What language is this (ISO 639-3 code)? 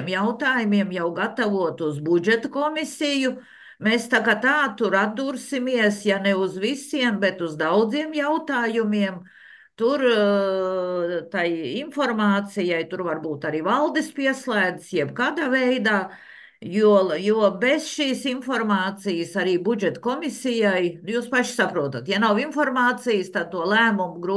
lav